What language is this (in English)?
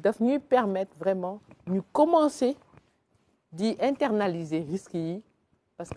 Wolof